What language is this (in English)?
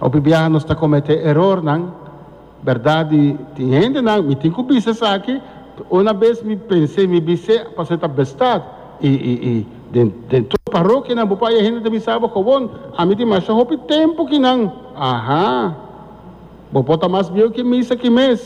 Papiamento